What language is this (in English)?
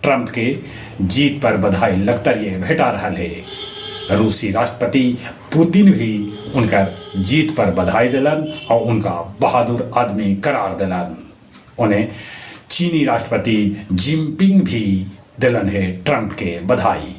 Magahi